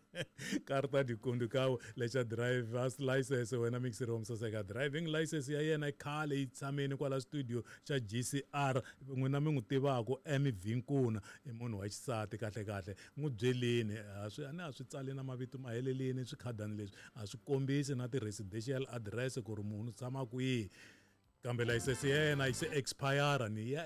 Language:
Tsonga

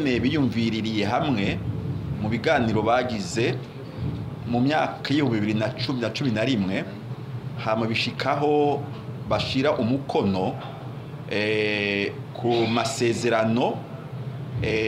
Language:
Rundi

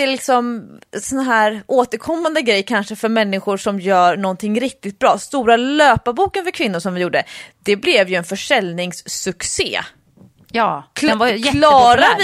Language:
Swedish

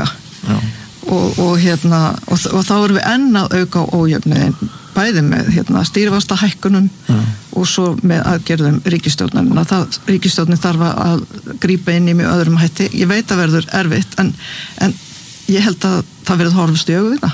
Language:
Icelandic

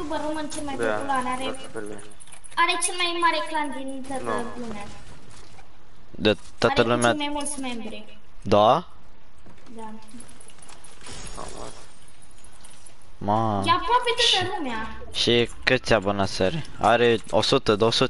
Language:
Romanian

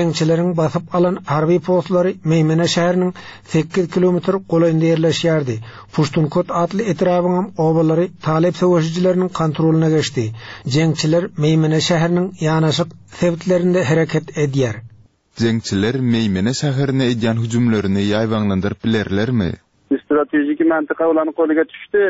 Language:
Turkmen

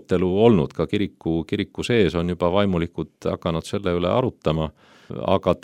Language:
Estonian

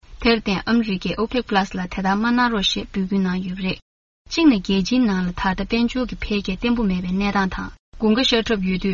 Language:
Tibetan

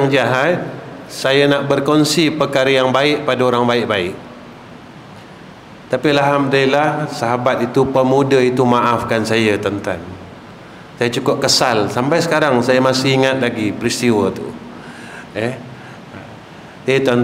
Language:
Malay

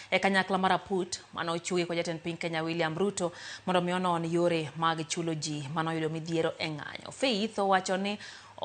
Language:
Luo (Kenya and Tanzania)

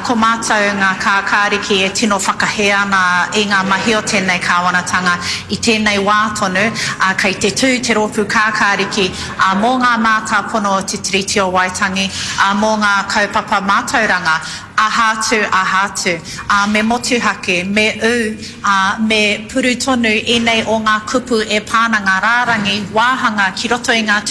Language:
Māori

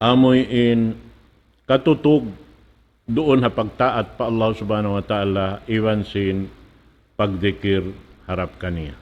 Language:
Tausug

